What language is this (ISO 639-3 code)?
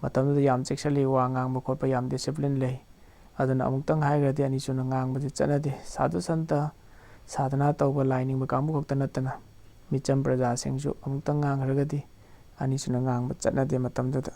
mni